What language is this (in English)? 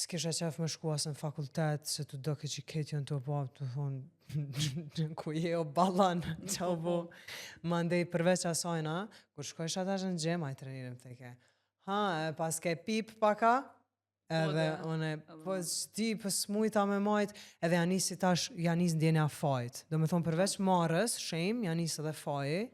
Albanian